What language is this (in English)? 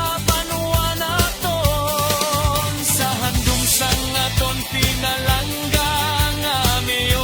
Hiligaynon